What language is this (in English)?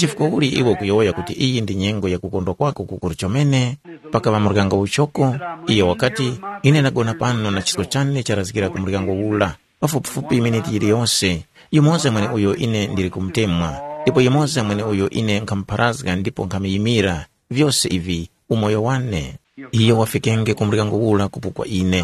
Tumbuka